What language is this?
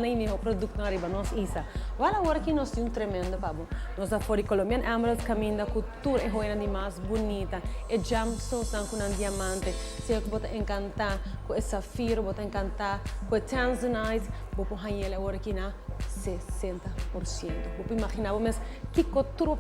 Papiamento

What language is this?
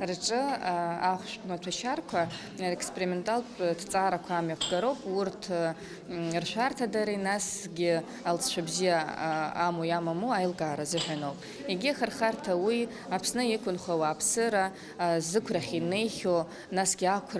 Abkhazian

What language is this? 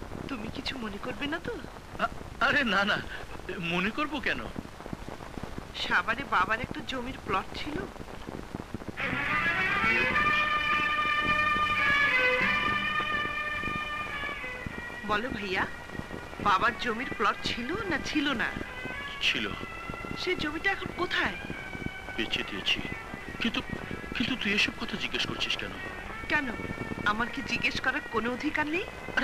Bangla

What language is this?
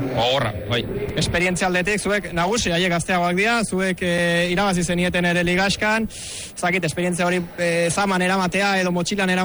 Basque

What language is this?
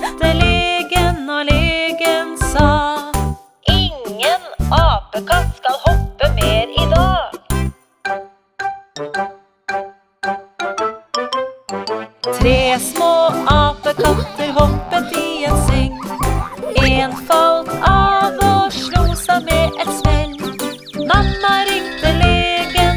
Norwegian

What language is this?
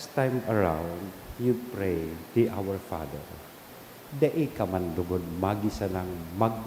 Bikol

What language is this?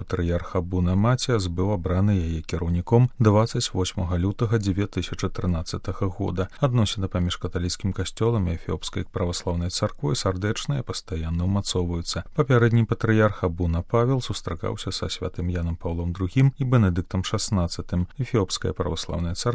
Belarusian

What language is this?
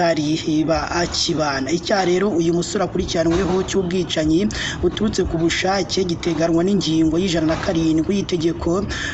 Kinyarwanda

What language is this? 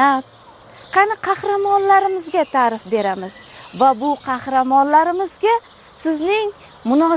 Uzbek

